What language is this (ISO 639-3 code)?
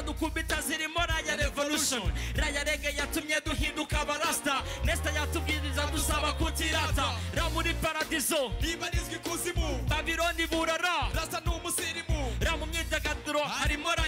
kin